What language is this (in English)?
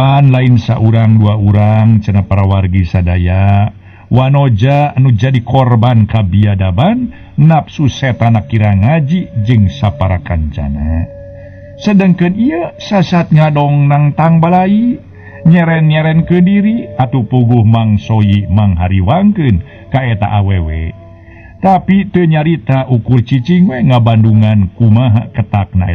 Sundanese